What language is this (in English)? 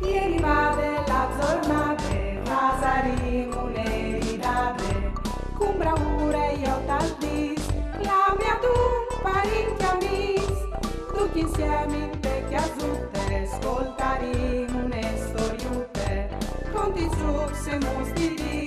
Friulian